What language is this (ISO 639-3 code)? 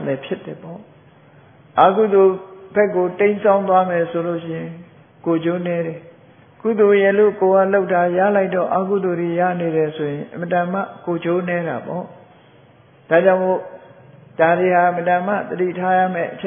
mya